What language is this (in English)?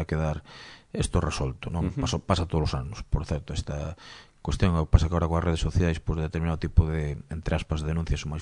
Galician